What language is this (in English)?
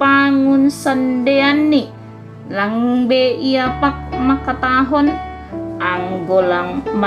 Batak Simalungun